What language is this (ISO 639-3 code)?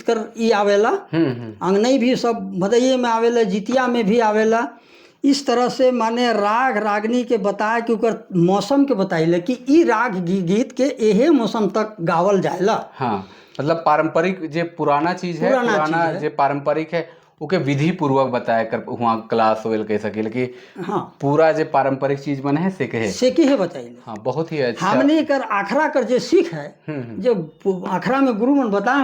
sck